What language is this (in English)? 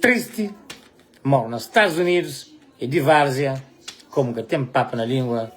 Kabuverdianu